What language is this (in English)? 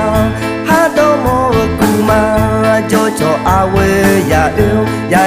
Akha